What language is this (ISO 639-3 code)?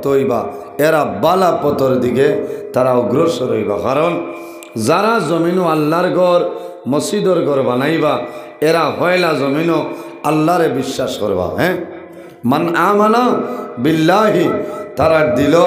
syl